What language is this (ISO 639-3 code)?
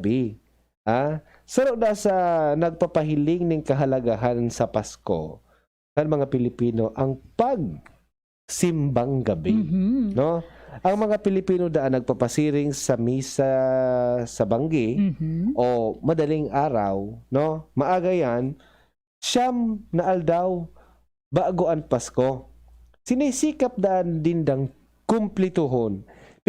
bik